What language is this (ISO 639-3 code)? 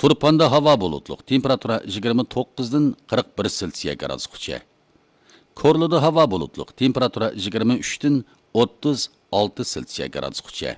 uig